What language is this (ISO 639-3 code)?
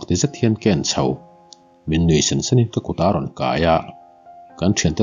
lus